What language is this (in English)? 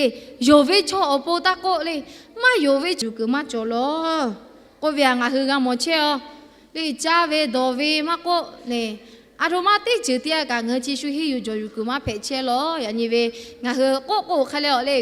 Lahu